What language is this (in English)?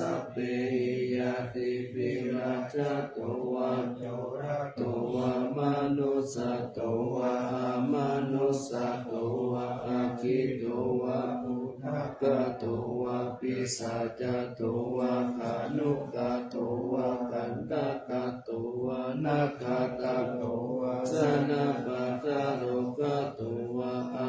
Pali